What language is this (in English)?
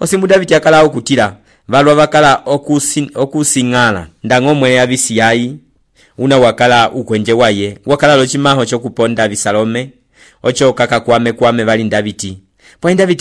Umbundu